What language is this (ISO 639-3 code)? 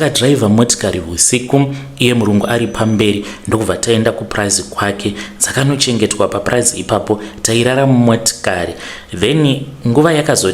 sna